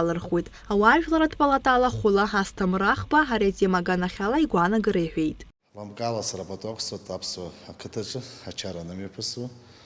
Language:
Abkhazian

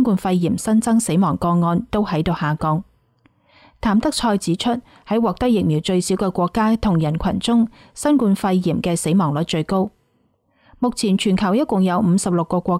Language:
Cantonese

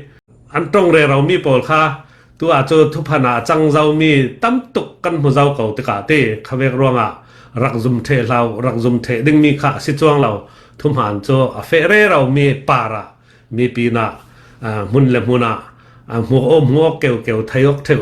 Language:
Falam Chin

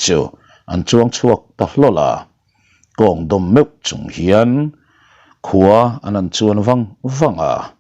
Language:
Mizo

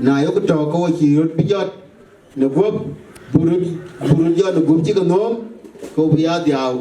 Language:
Dinka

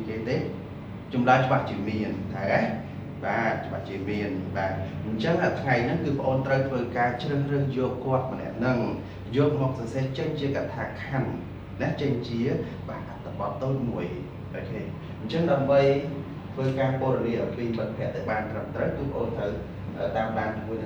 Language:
Khmer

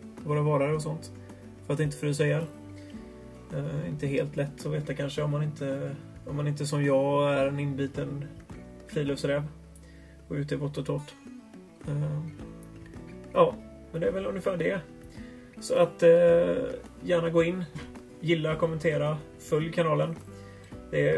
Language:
Swedish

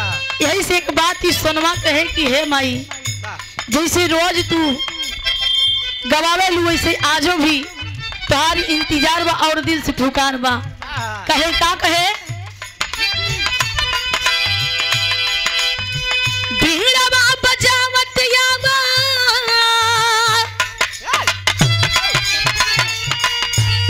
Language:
Bhojpuri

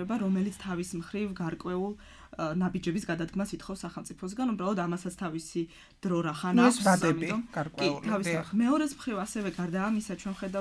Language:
Georgian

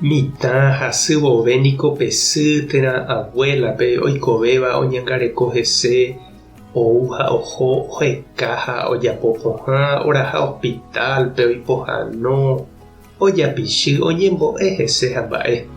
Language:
Guarani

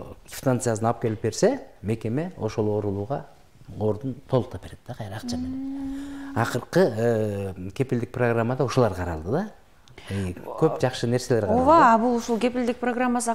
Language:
Kyrgyz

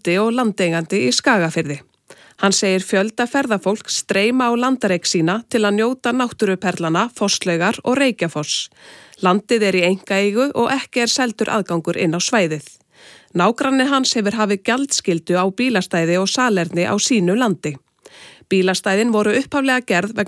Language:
Icelandic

